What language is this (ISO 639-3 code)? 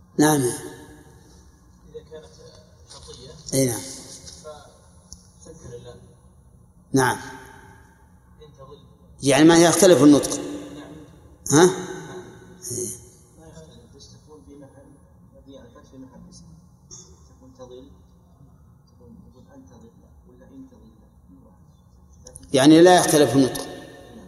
ara